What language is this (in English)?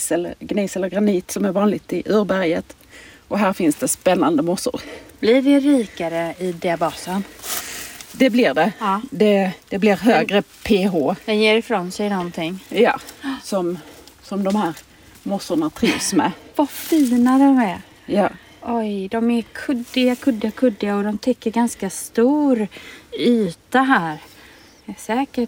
Swedish